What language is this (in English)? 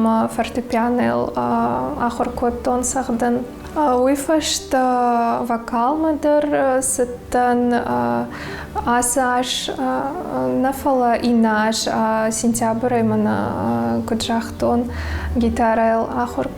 Ossetic